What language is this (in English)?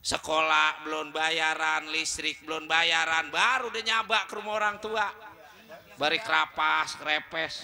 Betawi